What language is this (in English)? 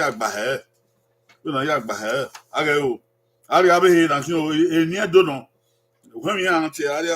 Bini